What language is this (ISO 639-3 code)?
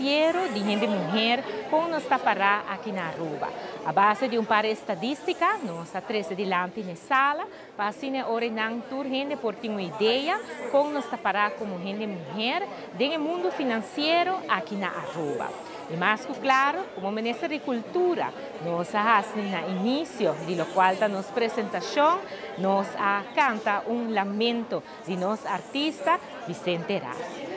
pap